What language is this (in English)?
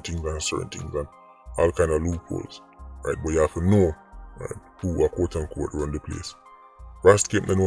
Jamaican Creole English